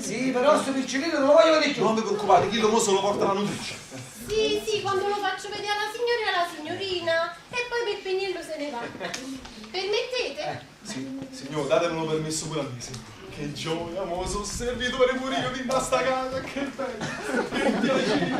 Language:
Neapolitan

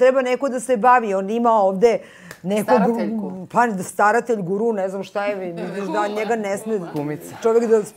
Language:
Serbian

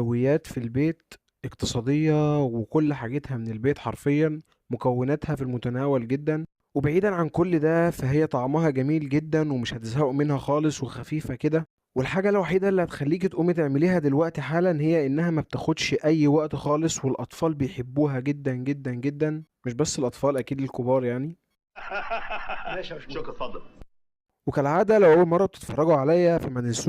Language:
Egyptian Arabic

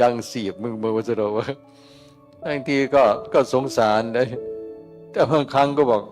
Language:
Northeastern Thai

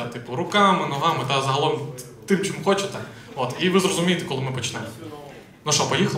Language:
Ukrainian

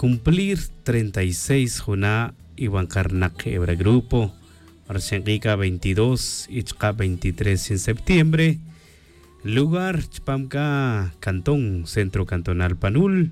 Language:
Tz'utujil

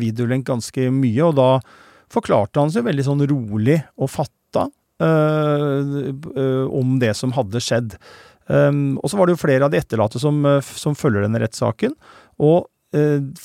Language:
Norwegian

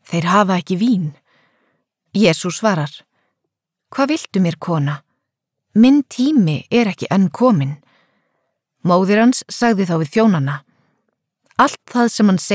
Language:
Icelandic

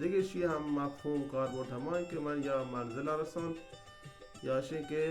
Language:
Baluchi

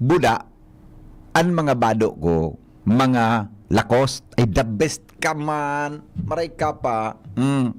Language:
Bikol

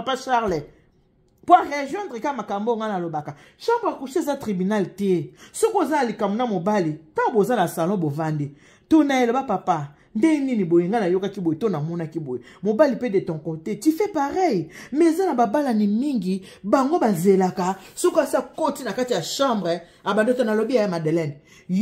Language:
Lingala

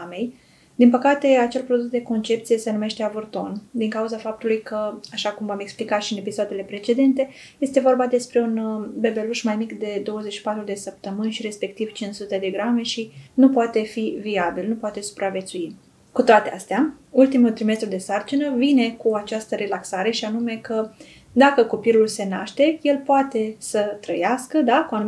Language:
Romanian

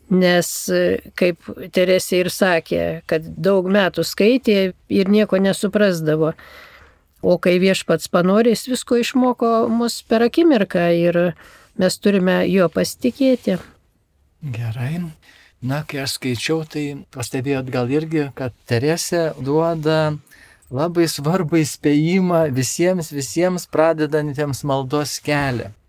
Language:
Lithuanian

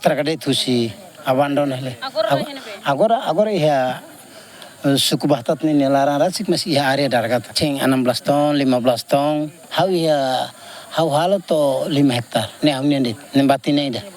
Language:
Tetum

